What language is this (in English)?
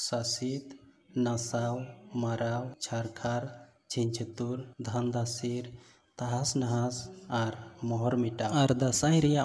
Santali